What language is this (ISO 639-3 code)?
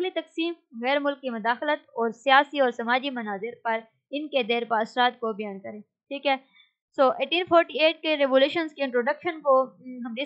urd